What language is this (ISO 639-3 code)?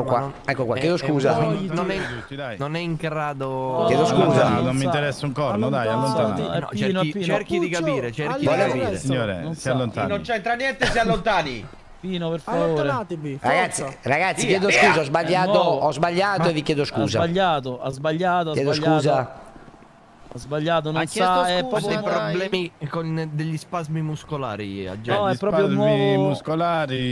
ita